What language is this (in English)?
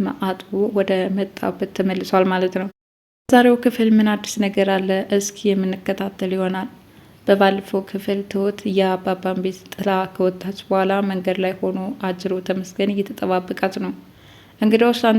Amharic